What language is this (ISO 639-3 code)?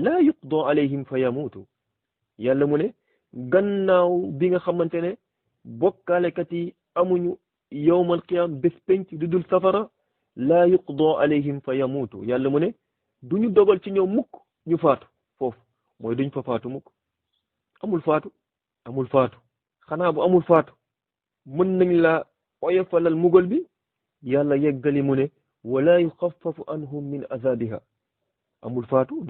wol